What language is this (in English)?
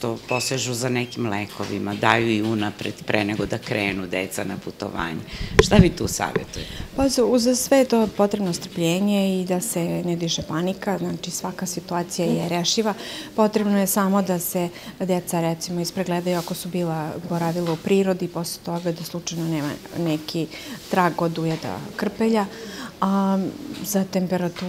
Serbian